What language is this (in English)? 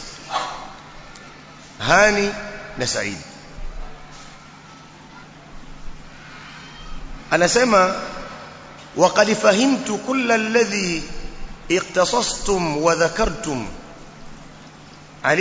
Swahili